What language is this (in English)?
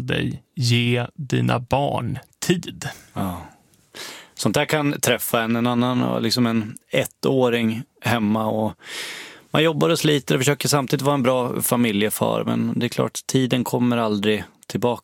Swedish